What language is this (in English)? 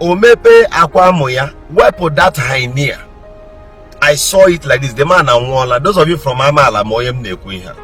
Igbo